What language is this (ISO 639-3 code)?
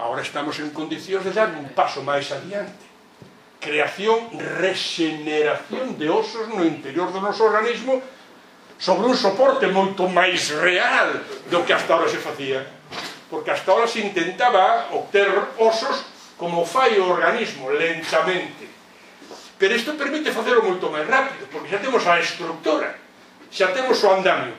glg